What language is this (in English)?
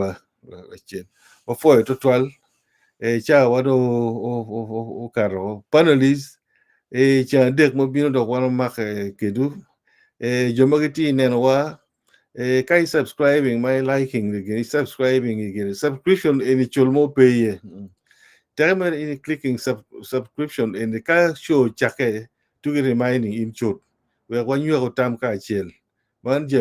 Acoli